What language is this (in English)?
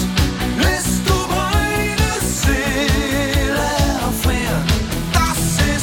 German